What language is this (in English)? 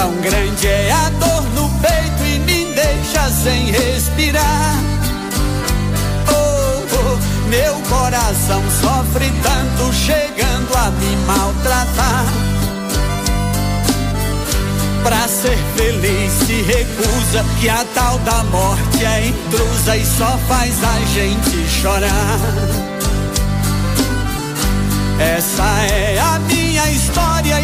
Portuguese